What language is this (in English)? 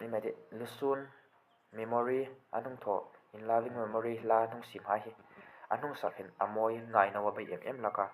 Hmar